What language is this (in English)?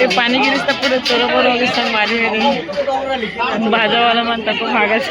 Chhattisgarhi